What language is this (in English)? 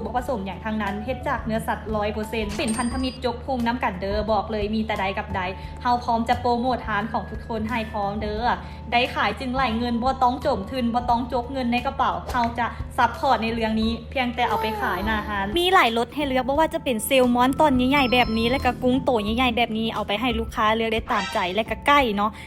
Lao